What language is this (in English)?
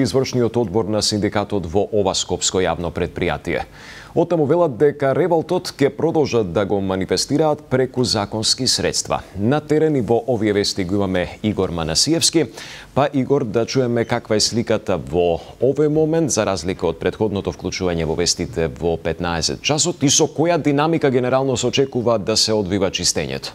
Macedonian